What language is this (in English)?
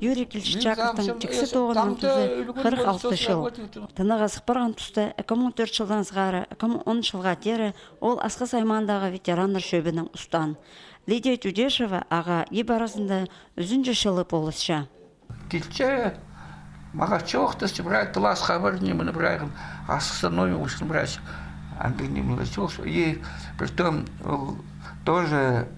Khakas